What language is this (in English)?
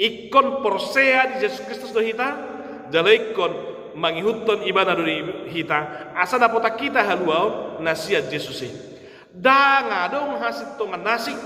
Batak Toba